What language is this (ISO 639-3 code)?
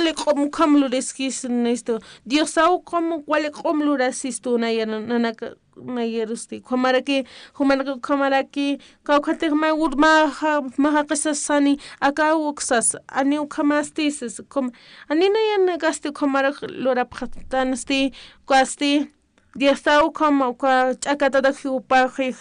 aym